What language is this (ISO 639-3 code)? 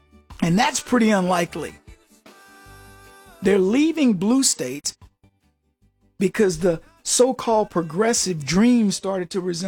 eng